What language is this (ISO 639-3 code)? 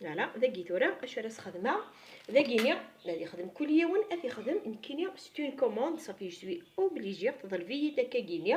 kab